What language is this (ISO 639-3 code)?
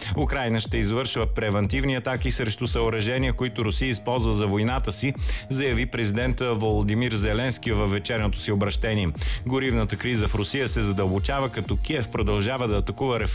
bul